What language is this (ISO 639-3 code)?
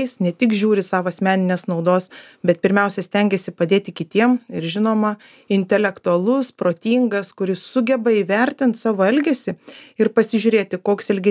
lit